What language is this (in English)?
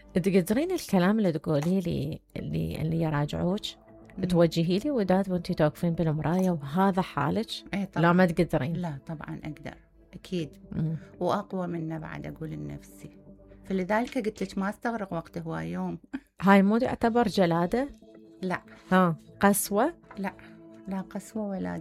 Mesopotamian Arabic